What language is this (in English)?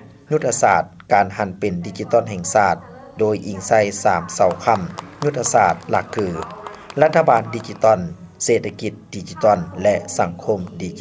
Lao